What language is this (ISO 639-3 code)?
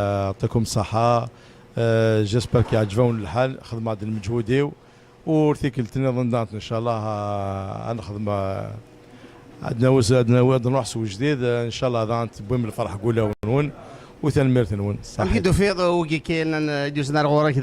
kab